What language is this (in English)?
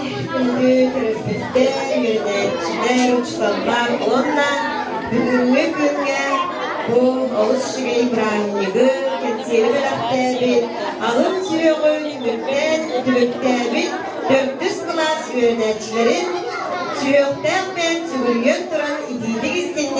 Yakut